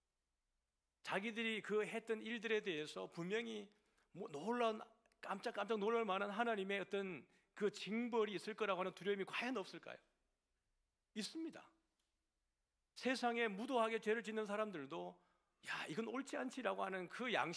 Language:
Korean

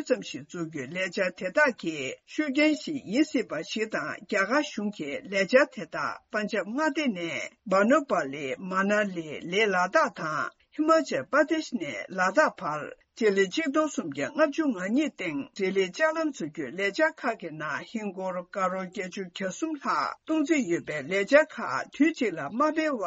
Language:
Tibetan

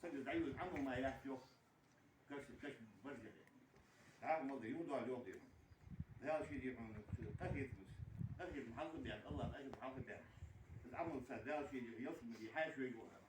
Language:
Ingush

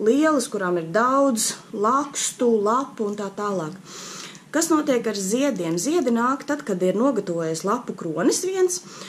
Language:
Latvian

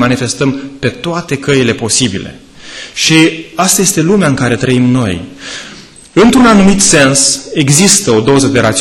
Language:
Romanian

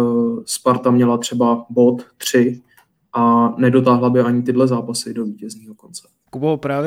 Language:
Czech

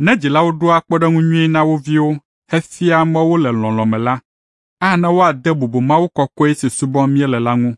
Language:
Ewe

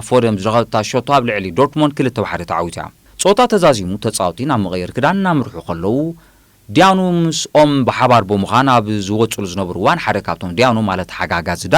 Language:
Tigrinya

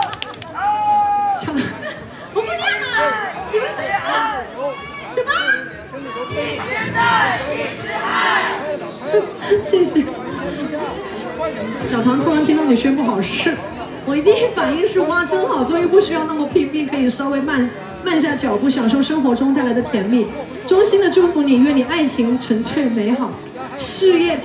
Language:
Chinese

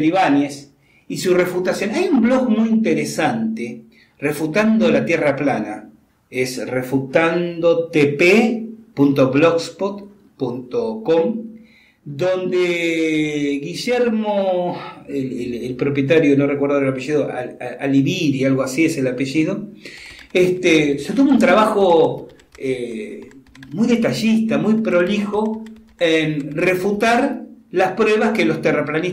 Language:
Spanish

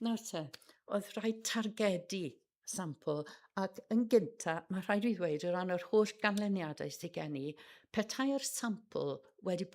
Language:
Welsh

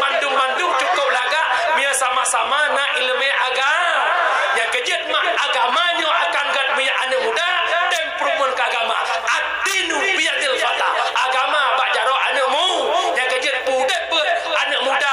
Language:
Achinese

